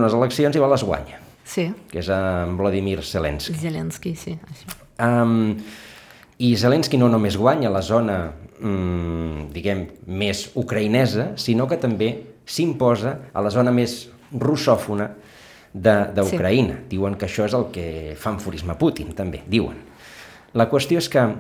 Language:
Catalan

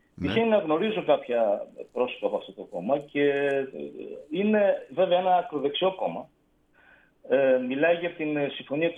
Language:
Greek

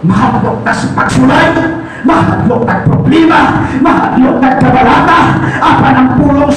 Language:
Cebuano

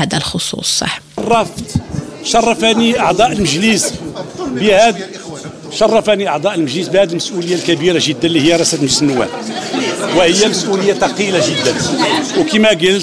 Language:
Arabic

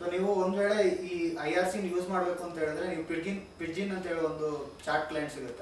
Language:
Kannada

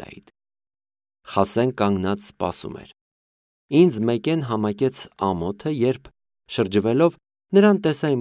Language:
Armenian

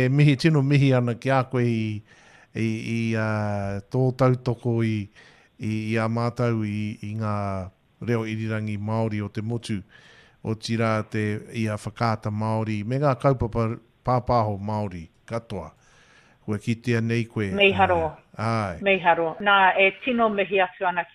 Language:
Māori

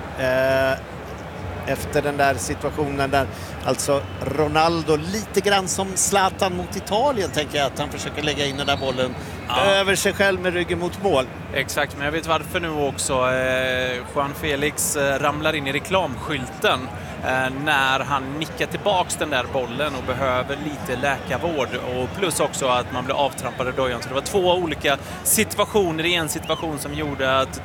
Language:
Swedish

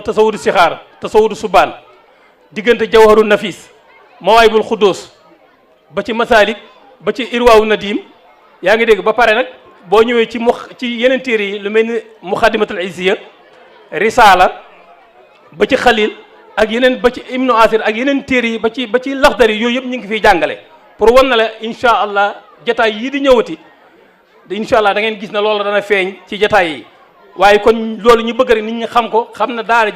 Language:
Wolof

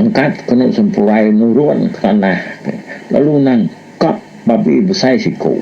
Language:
Iban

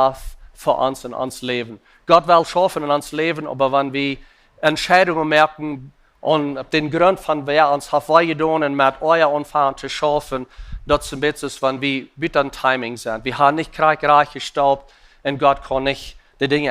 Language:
Plautdietsch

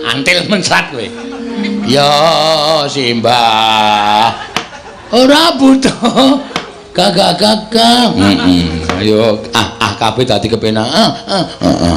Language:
Javanese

